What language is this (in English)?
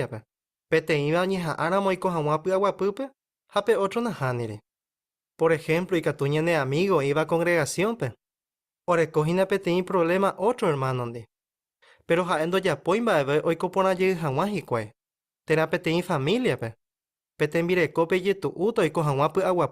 Guarani